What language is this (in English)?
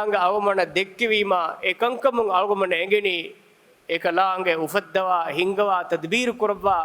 Divehi